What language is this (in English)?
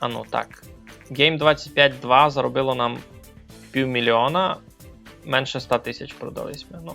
Rusyn